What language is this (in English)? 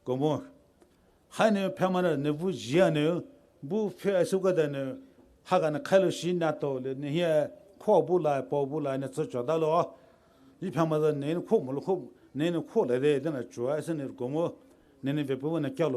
Poumei Naga